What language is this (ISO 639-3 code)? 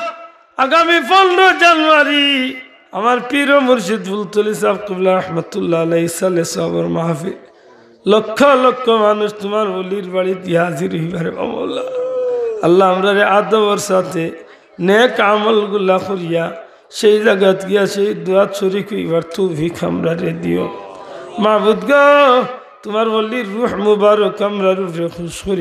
syl